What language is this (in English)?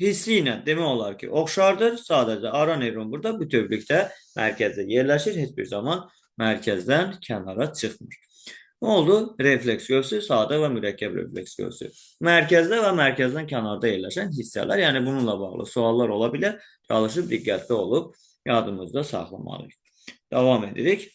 Azerbaijani